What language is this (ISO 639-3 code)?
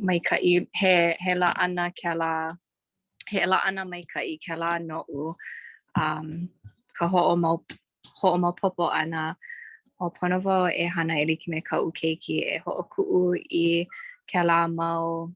haw